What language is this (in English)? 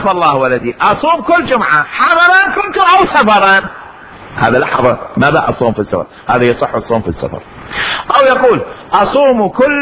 Mesopotamian Arabic